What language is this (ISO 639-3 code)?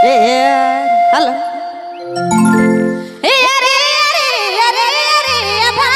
sck